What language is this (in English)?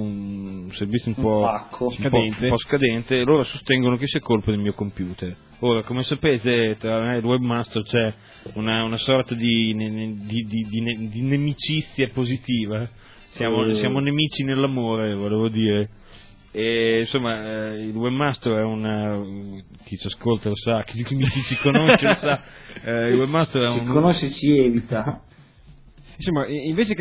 Italian